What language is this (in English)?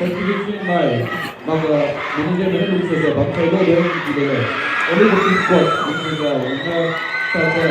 Maram Naga